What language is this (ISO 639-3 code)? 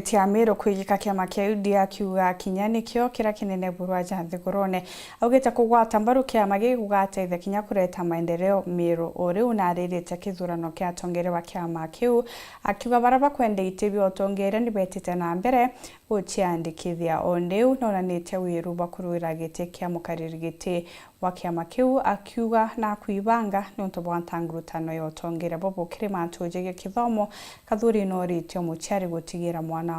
mer